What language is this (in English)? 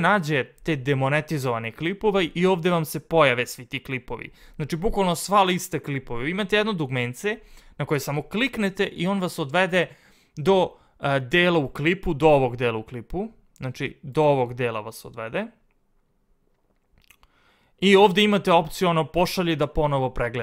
Serbian